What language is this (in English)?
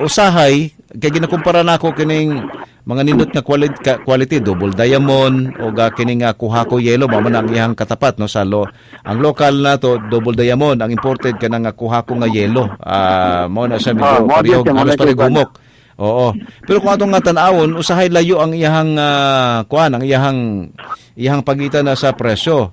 Cebuano